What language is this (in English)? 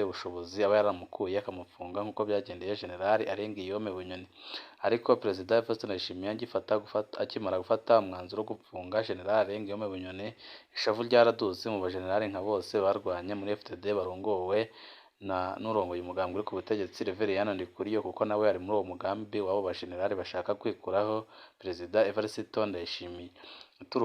Rundi